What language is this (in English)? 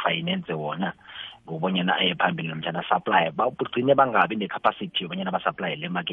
South Ndebele